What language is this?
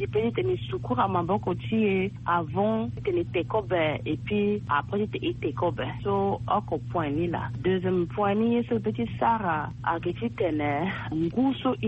Sango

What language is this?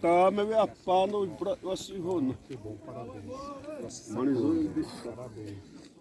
Xavánte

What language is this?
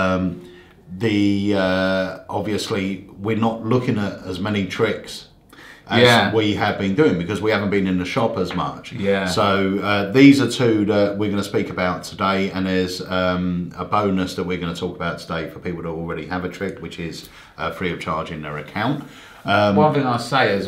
English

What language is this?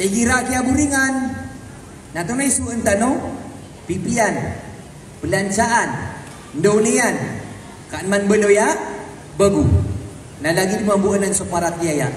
Maranao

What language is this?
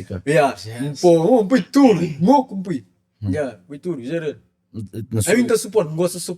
Kabuverdianu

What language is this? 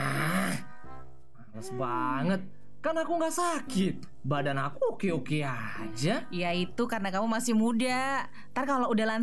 Indonesian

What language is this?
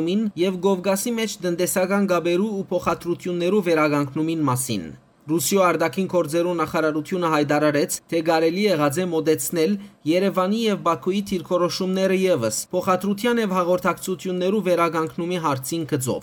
Western Armenian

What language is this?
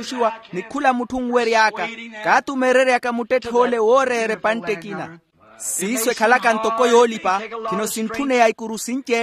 Makhuwa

